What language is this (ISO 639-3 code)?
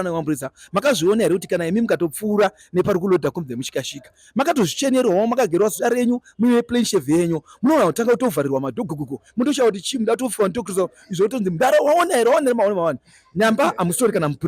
sna